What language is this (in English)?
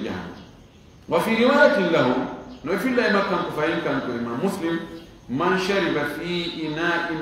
Fula